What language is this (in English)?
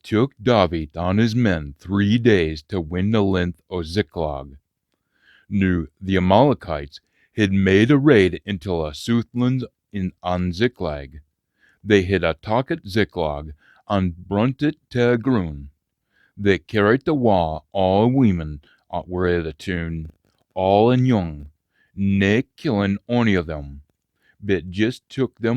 Scots